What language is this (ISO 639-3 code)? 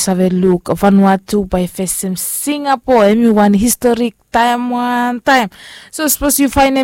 bis